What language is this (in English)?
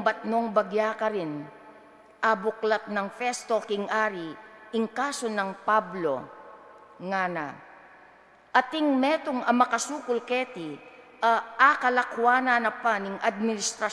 Pampanga